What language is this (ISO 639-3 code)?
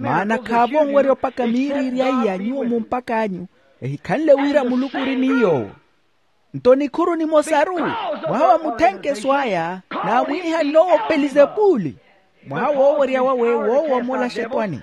vmw